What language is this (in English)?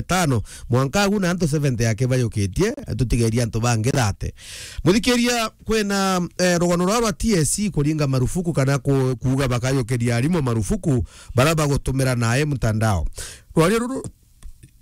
Meru